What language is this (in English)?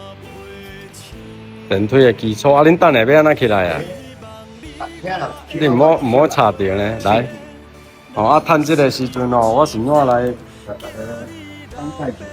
Min Nan Chinese